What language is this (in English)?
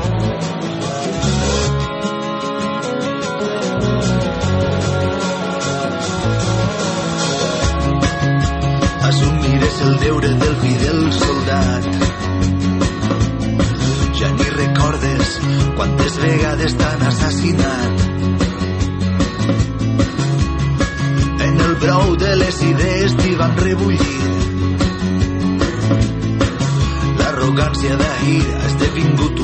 Catalan